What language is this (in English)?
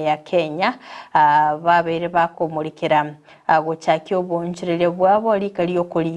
Gusii